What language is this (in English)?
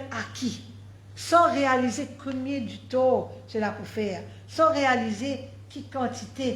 Morisyen